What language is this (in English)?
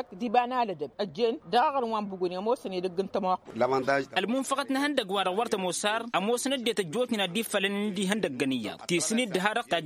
Tamasheq